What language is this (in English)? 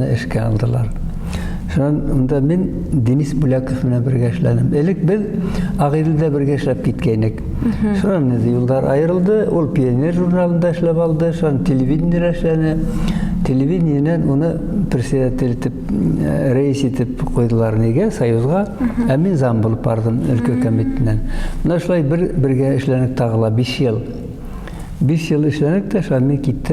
Bashkir